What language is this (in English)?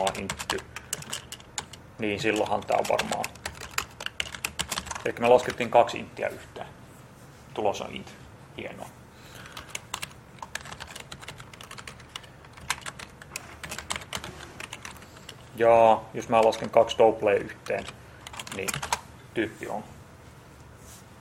Finnish